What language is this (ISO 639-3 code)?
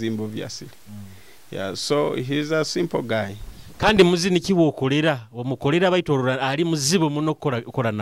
nyo